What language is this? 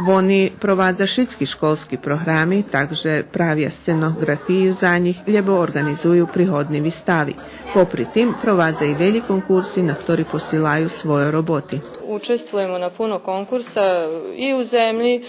Rusyn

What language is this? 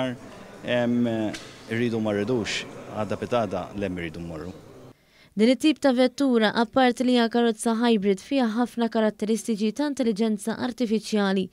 Maltese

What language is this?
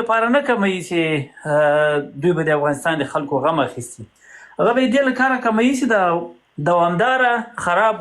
Pashto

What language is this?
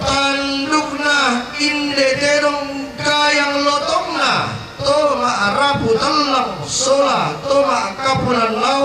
Toraja-Sa'dan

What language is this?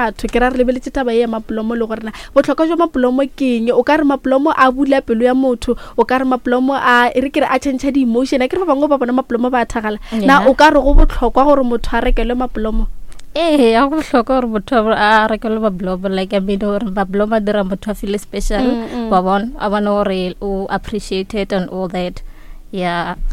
Northern Sotho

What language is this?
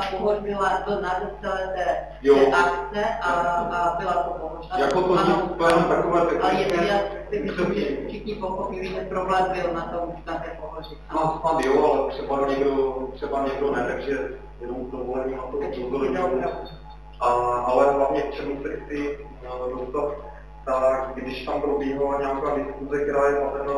Czech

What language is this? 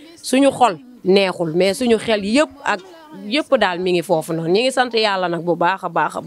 Wolof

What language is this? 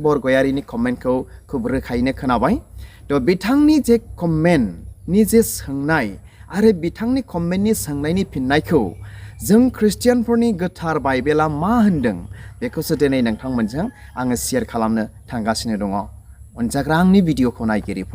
Bodo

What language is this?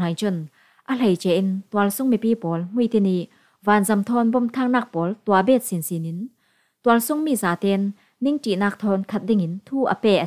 Falam Chin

